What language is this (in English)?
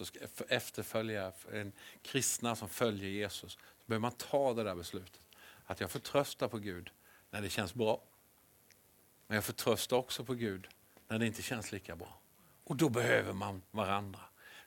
Swedish